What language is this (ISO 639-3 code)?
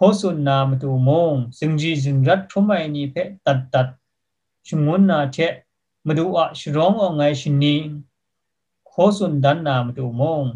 kac